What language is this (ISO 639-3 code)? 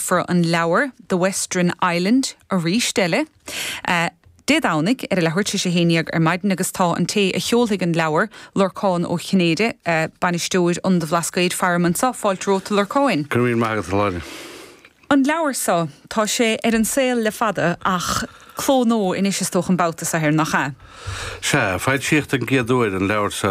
gle